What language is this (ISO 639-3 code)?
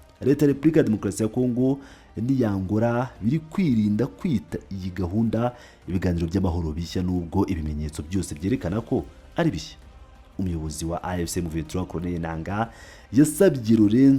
kin